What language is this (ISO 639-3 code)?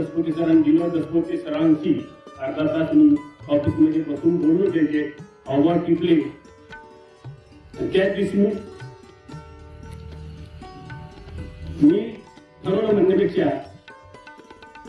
mar